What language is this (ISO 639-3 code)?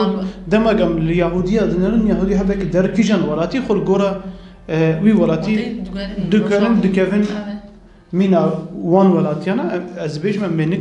kur